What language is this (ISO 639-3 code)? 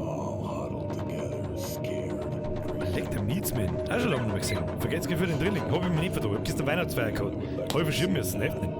bar